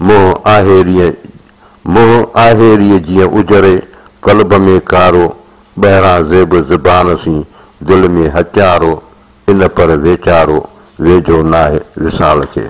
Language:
Sindhi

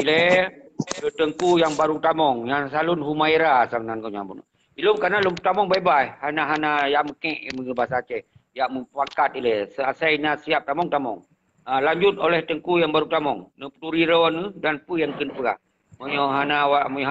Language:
Achinese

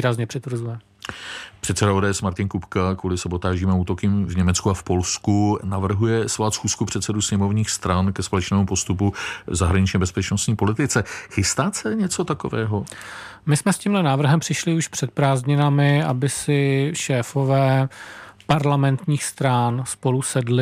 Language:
Czech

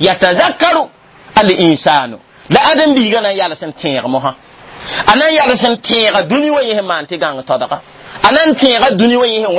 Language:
Mossi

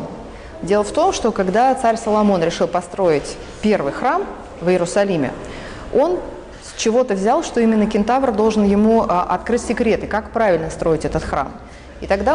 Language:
Russian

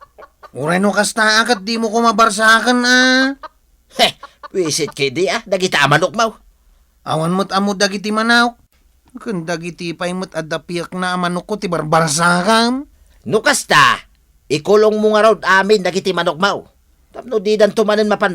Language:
Iloko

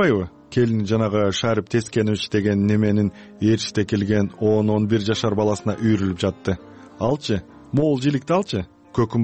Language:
Kyrgyz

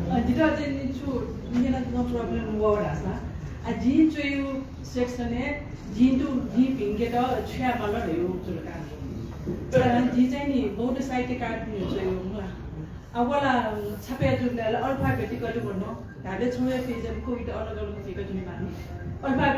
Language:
Newari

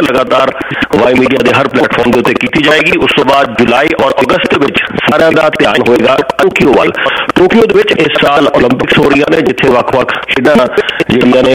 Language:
Punjabi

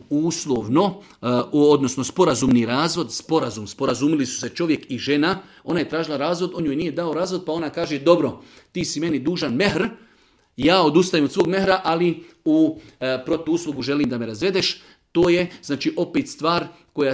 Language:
Bosnian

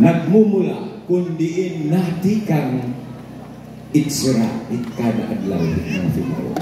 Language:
Waray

